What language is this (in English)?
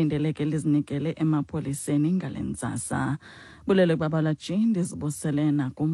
Xhosa